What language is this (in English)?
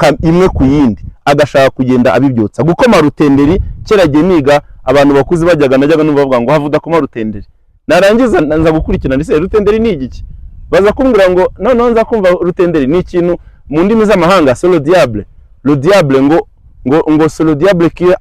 Kinyarwanda